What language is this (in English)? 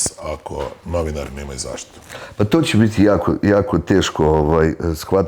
Bosnian